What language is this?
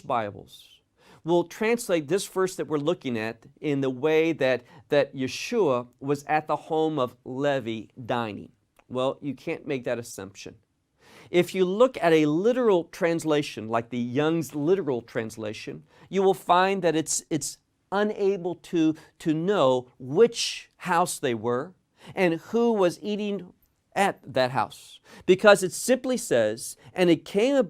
English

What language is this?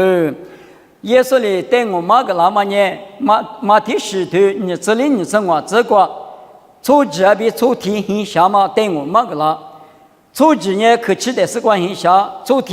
Lisu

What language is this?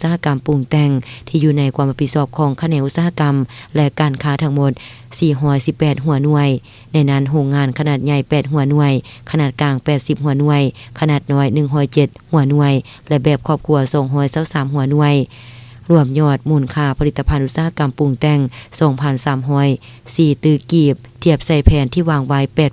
Lao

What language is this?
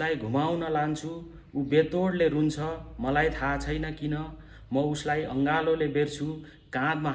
Nepali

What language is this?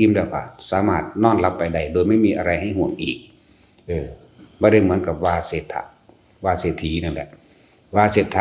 Northeastern Thai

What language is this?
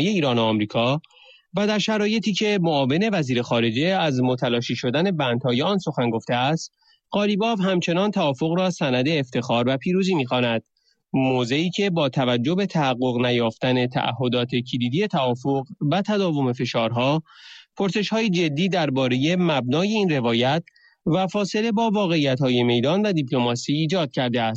Persian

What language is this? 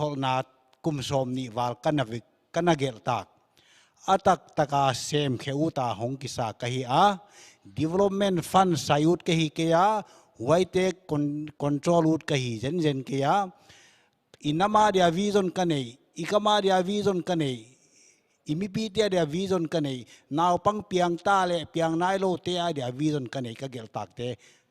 Paite Chin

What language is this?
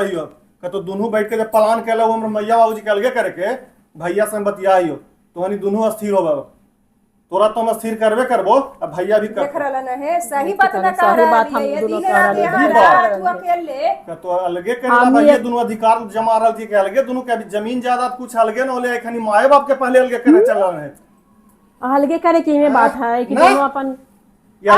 Magahi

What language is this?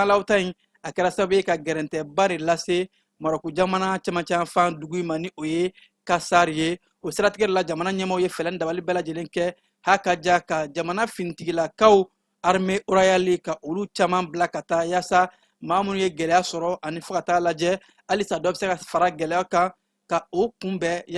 Bambara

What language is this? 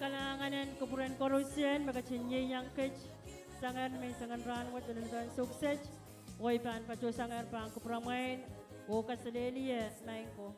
Pohnpeian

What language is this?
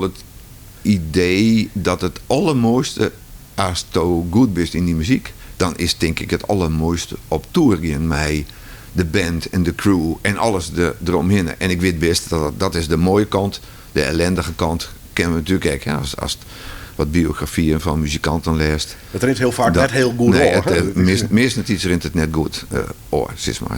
Western Frisian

